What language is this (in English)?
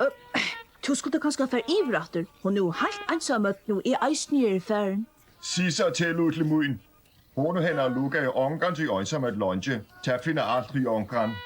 Faroese